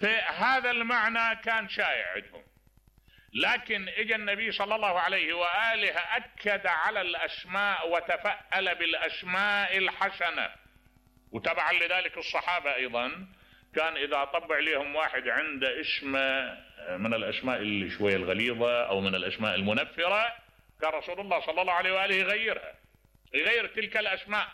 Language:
Mesopotamian Arabic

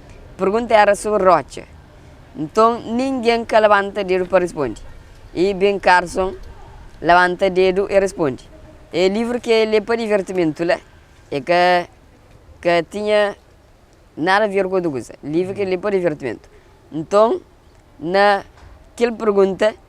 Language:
Kabuverdianu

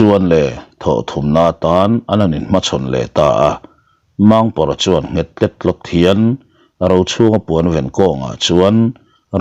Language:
Mizo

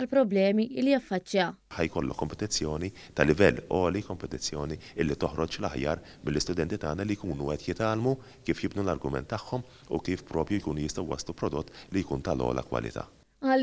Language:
Maltese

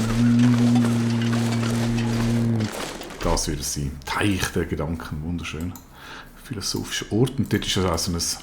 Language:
Swiss German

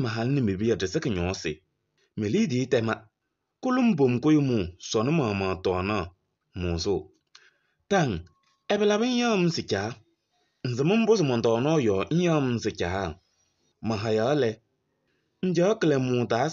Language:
Kabiyè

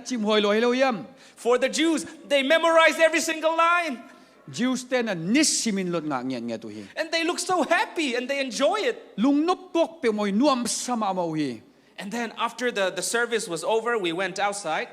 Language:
Tedim Chin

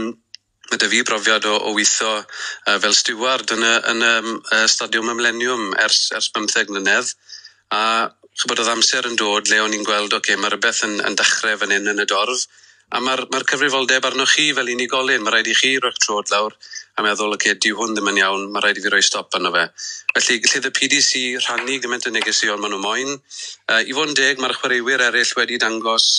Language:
Welsh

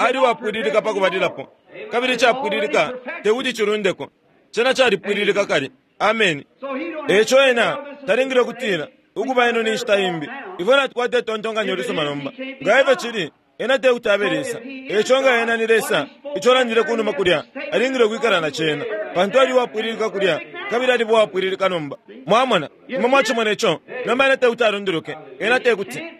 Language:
Bemba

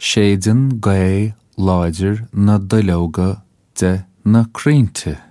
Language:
Irish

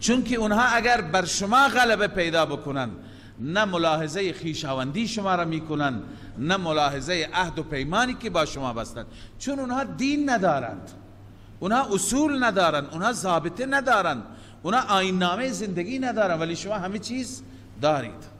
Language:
Persian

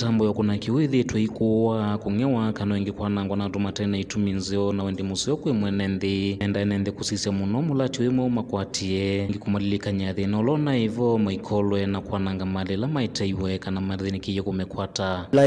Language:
Kamba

